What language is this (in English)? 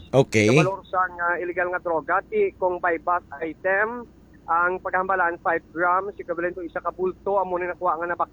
Hiligaynon